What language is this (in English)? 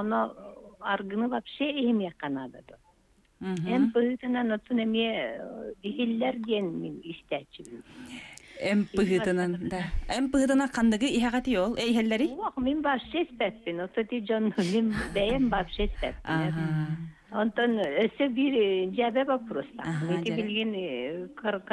Yakut